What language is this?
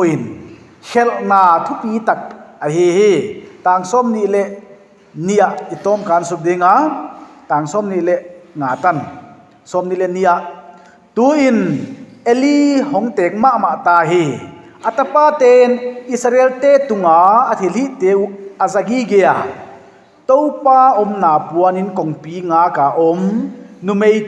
Paite Chin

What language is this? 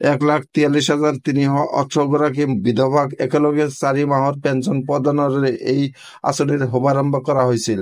Assamese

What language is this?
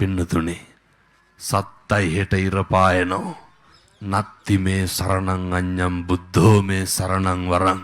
Sinhala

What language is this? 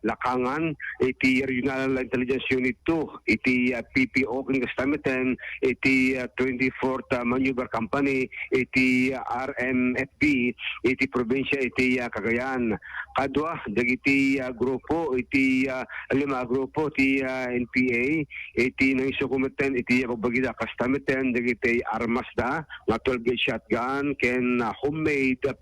Iloko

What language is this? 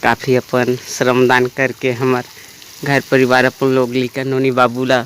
Chhattisgarhi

